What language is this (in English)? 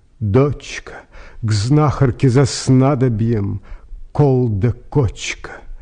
Russian